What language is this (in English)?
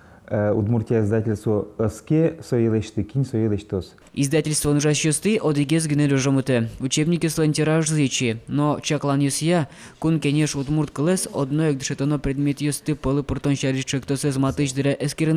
Udmurt